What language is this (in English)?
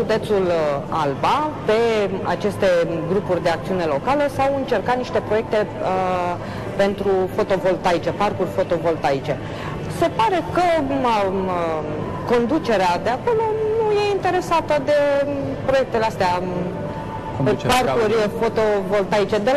Romanian